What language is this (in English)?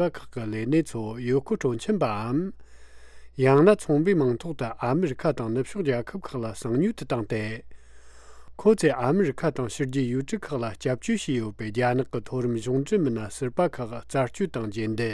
Tibetan